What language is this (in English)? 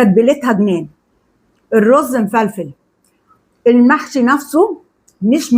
Egyptian Arabic